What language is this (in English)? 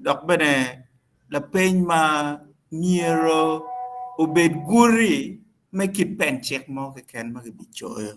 Acoli